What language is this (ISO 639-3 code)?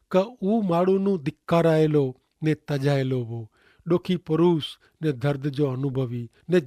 kfr